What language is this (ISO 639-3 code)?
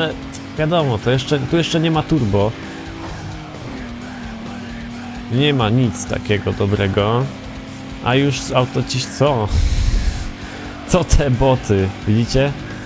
pol